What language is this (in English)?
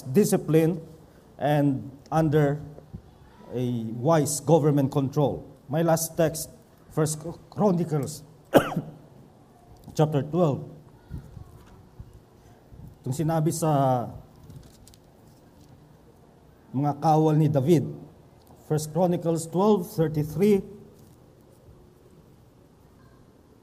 Filipino